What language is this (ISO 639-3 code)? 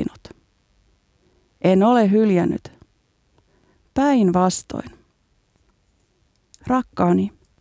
fin